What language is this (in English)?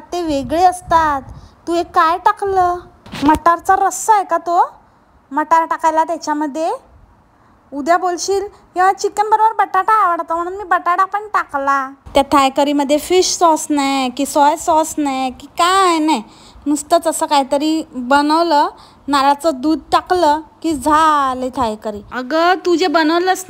Marathi